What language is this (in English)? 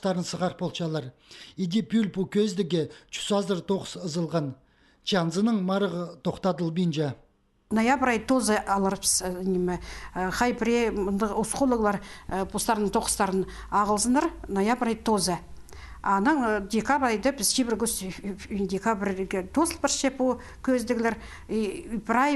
Khakas